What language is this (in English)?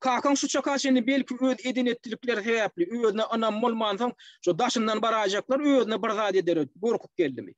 Turkmen